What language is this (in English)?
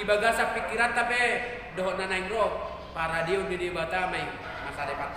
Batak Toba